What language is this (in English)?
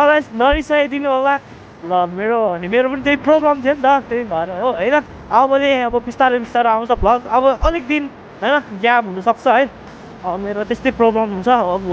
Nepali